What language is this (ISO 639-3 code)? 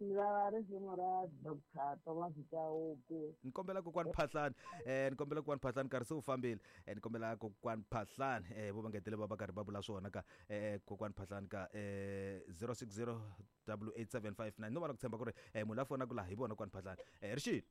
tso